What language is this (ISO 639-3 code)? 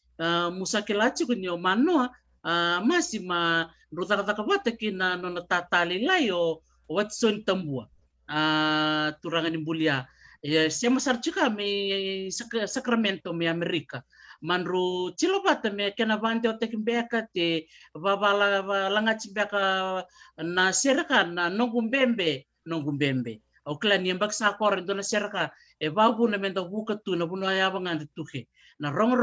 fij